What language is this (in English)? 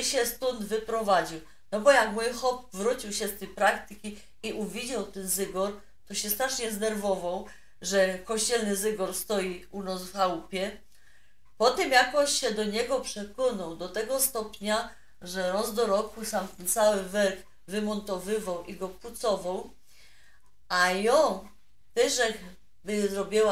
Silesian